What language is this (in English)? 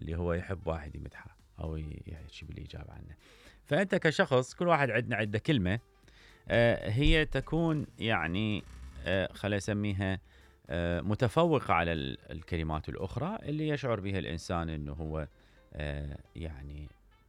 Mesopotamian Arabic